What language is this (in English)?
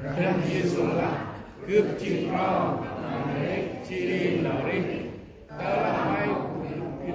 Central Mnong